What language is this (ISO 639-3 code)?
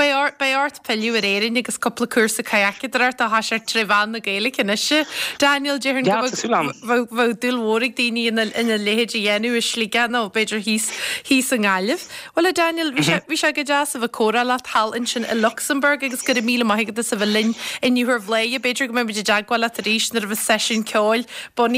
gle